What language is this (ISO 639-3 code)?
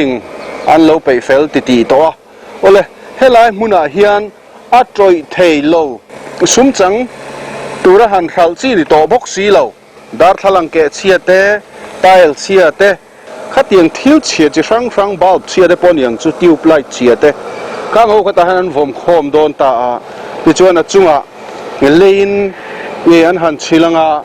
lus